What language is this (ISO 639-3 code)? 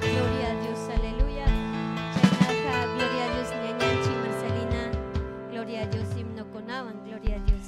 quy